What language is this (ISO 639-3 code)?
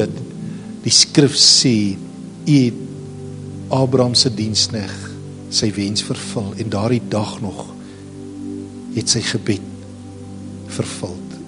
afr